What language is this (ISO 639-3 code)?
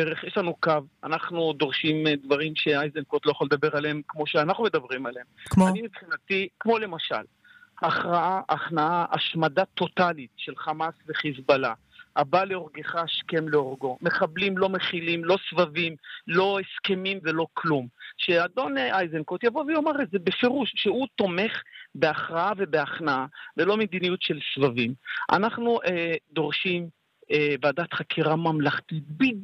heb